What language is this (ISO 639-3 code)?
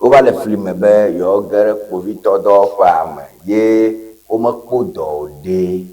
ewe